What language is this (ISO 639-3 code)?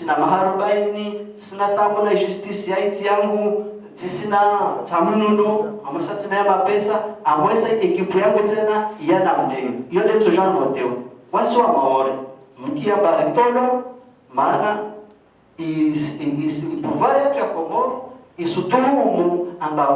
zdj